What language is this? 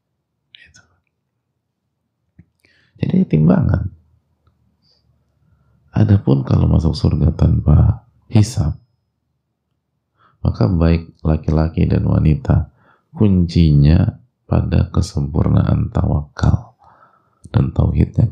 Indonesian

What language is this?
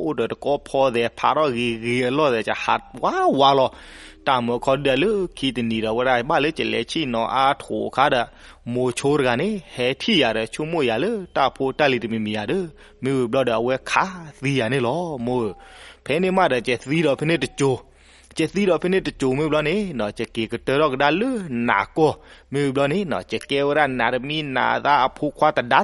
S'gaw Karen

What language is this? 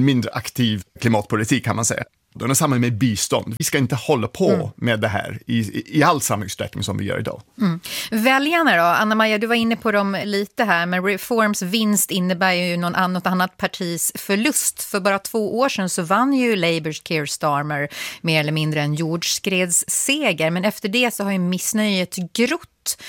Swedish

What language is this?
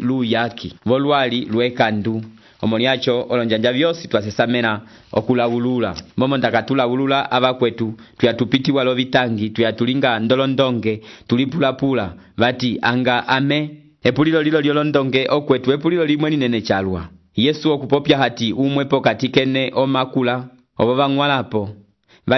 Umbundu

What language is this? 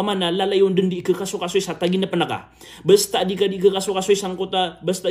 Maranao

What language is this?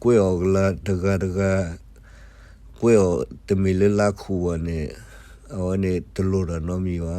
S'gaw Karen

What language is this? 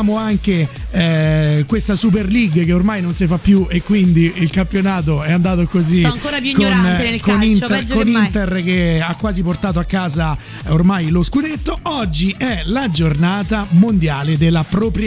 Italian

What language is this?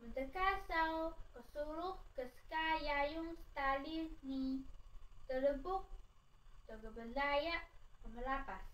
Taroko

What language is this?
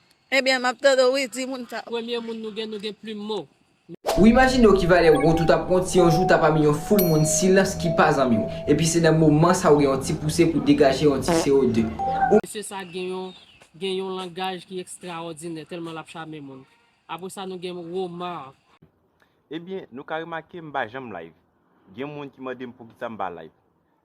Haitian Creole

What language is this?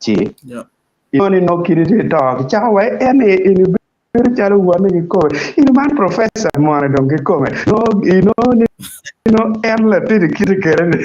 Acoli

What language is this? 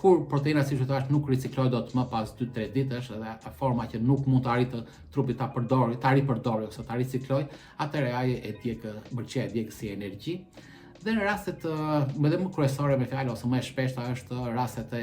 Albanian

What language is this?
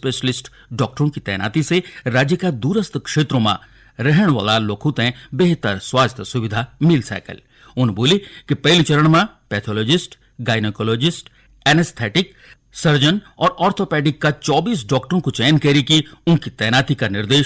Garhwali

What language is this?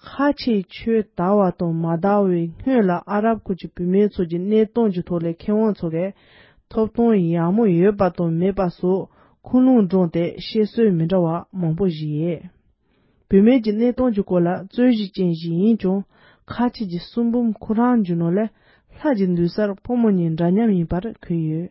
Tibetan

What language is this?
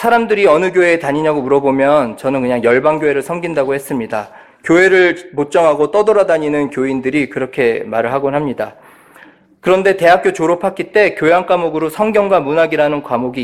Korean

